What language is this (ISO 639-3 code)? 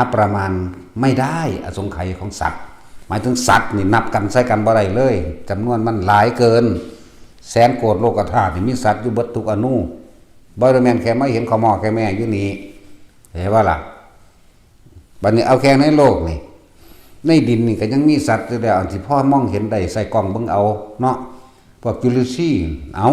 tts